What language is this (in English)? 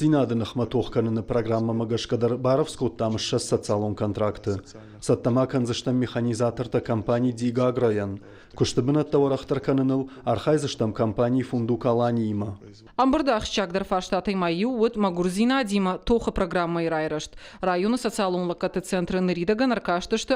Ossetic